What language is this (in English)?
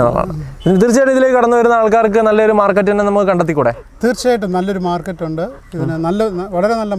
Malayalam